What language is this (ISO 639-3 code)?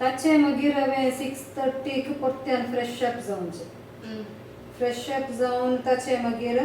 kok